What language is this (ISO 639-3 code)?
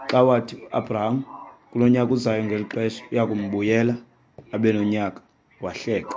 xho